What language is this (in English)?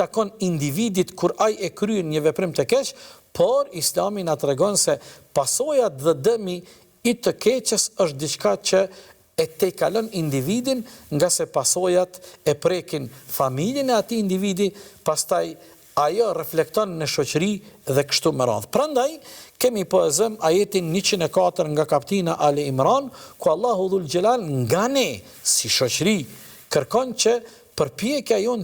Albanian